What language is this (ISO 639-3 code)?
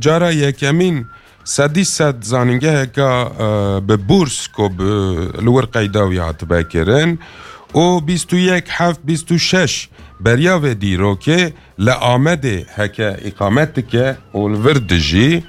kur